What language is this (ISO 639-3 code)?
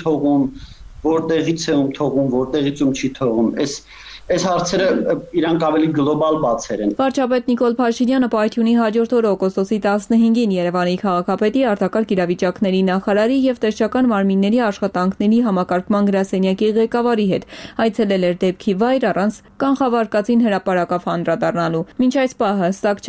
hye